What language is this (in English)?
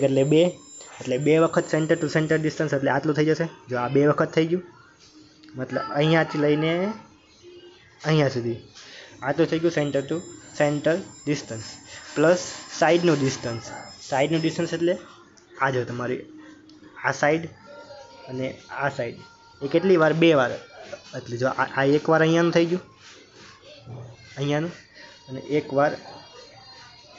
Gujarati